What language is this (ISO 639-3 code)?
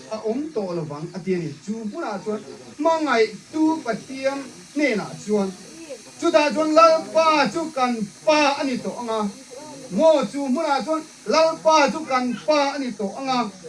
hmr